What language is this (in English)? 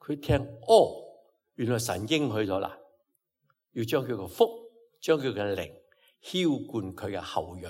Cantonese